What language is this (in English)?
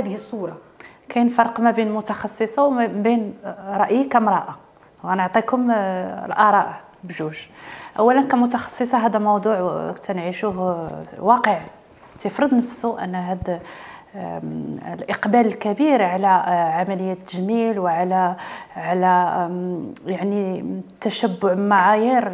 Moroccan Arabic